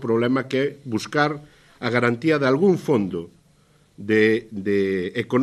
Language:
Galician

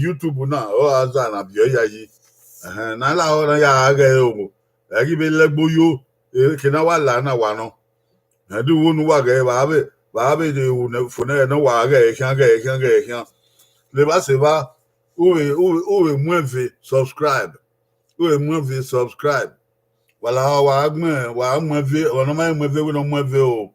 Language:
Bini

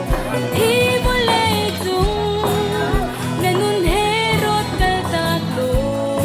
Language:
Hakha Chin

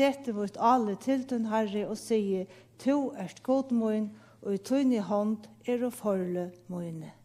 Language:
Faroese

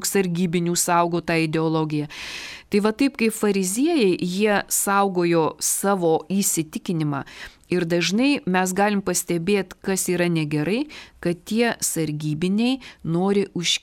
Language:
Lithuanian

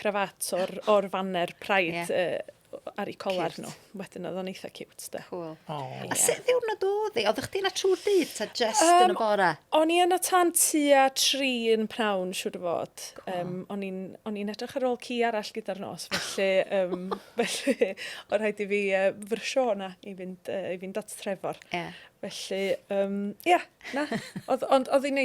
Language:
Welsh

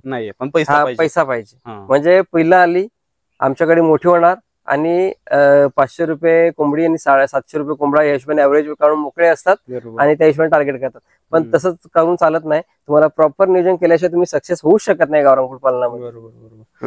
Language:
Marathi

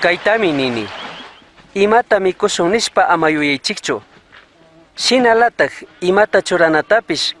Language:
Chimborazo Highland Quichua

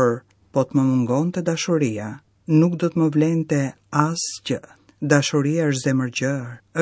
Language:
Albanian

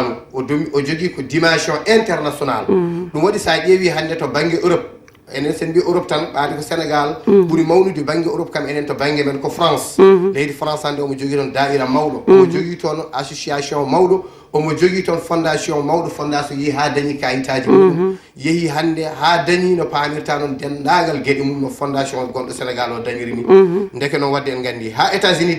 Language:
Fula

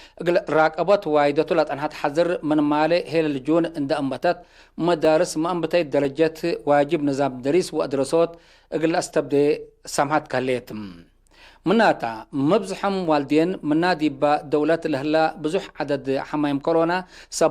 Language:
Tigre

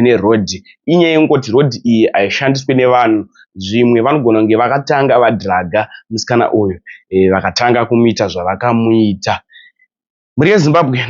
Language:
Shona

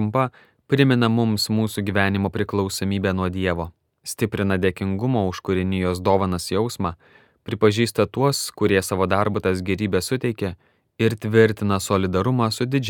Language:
Lithuanian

